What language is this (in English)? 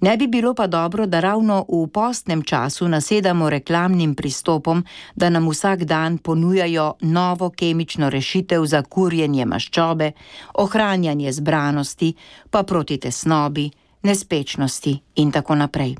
Slovenian